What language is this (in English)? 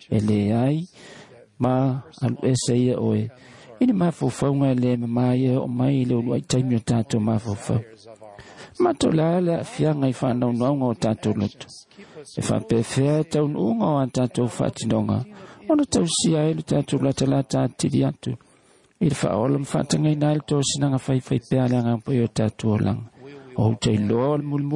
Samoan